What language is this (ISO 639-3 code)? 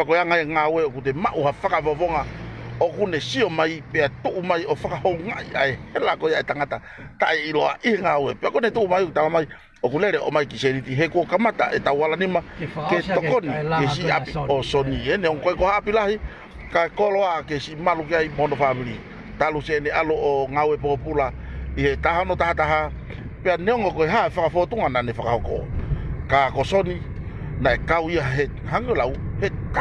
ton